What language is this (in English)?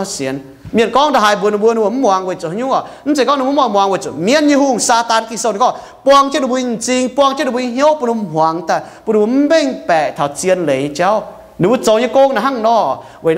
Iu Mien